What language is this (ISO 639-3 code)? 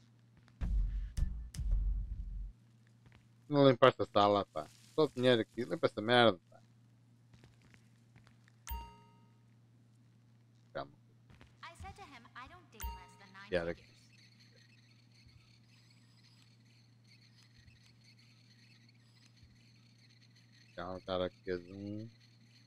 por